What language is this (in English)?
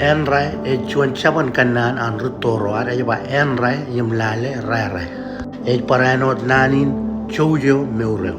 Marshallese